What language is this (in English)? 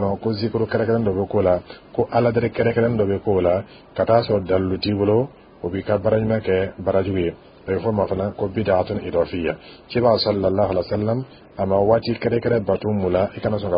Dyula